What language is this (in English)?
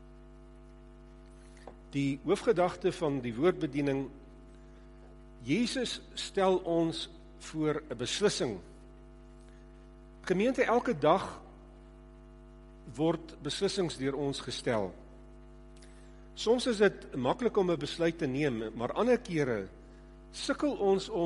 Afrikaans